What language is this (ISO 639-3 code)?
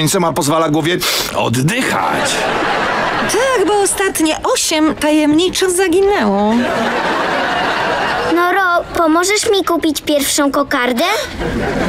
pol